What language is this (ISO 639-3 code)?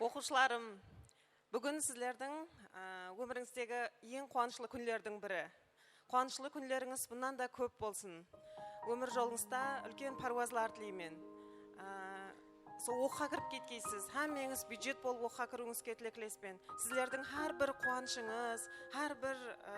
kaa